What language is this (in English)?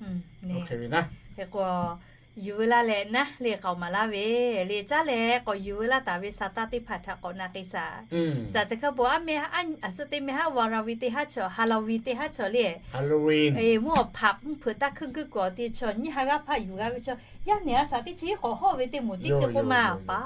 Lahu